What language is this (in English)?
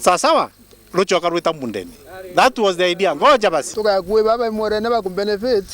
Meru